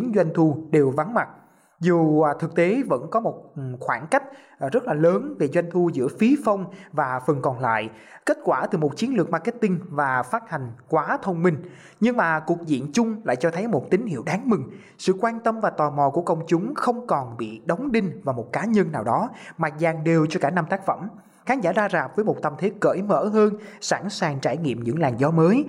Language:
Vietnamese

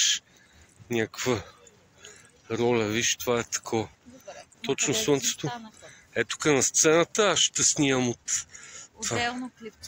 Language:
Bulgarian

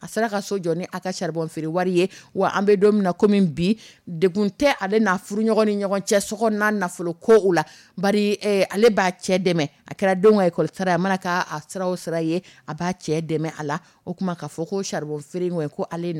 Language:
Dyula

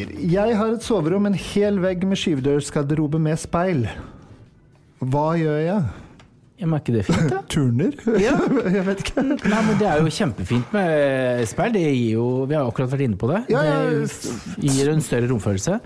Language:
Norwegian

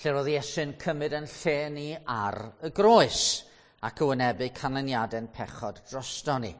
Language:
Welsh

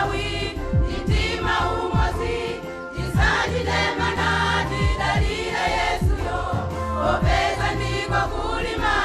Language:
Nyanja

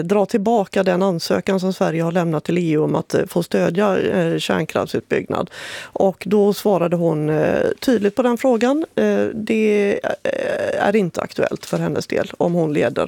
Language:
Swedish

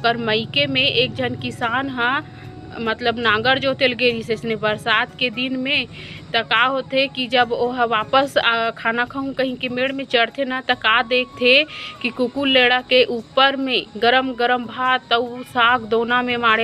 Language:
Chhattisgarhi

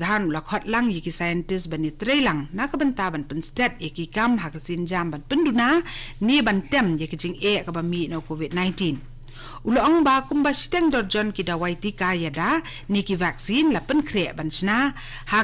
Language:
Khasi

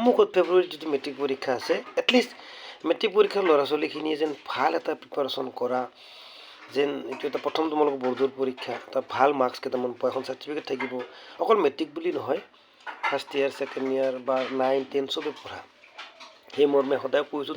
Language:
Assamese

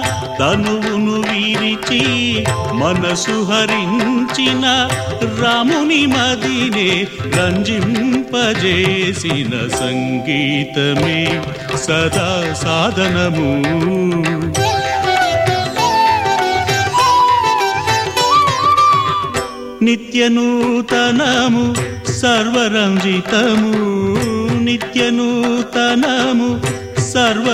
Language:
Telugu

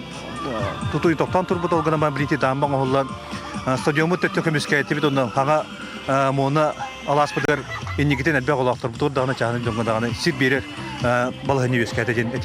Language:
Yakut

